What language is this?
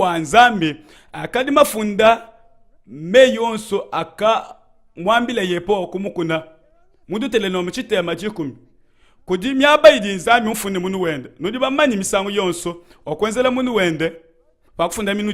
Luba-Lulua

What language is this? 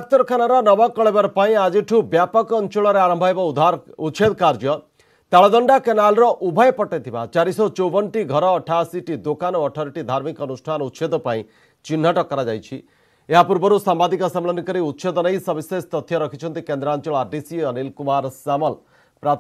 Odia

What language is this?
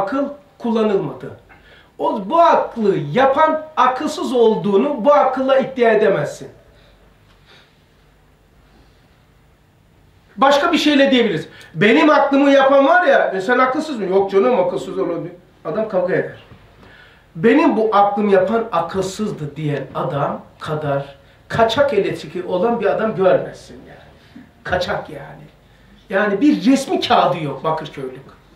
Turkish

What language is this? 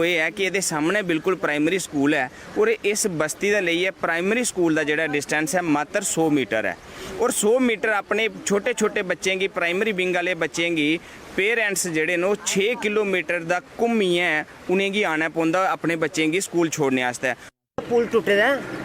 Dogri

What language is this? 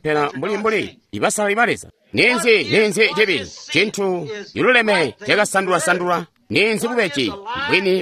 Tonga (Zambia)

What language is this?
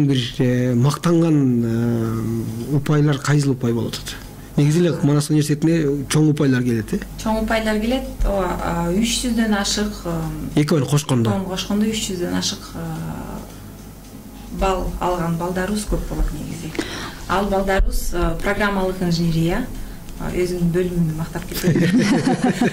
Kyrgyz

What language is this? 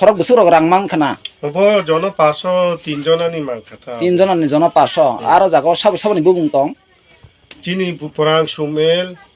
Kok Borok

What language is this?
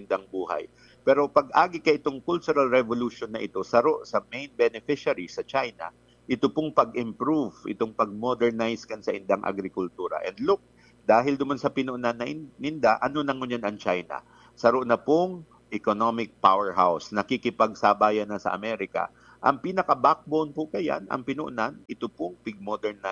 Bikol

